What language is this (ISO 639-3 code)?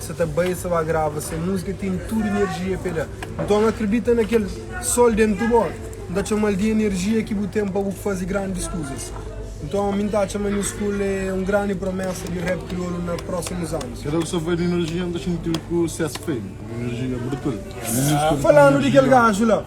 kea